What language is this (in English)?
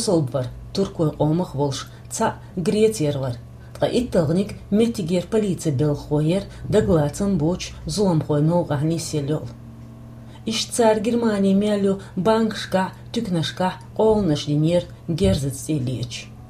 Chechen